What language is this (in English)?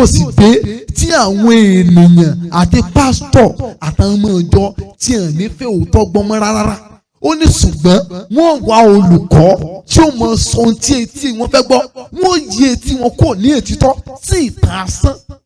Yoruba